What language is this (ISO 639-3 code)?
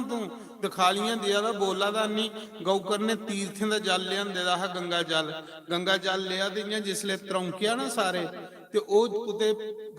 doi